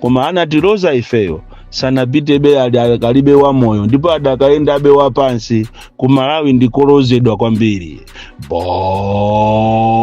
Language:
Nyanja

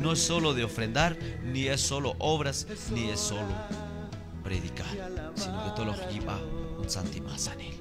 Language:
Q'anjob'al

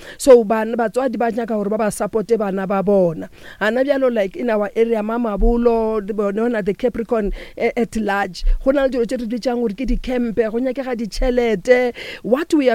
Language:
Northern Sotho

